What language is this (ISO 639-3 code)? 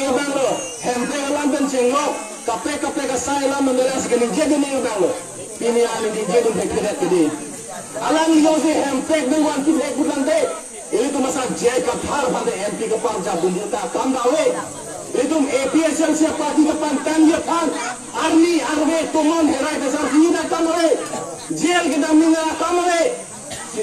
mjw